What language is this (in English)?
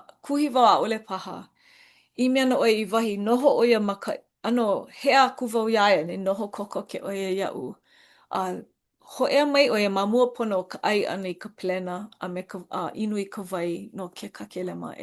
Hawaiian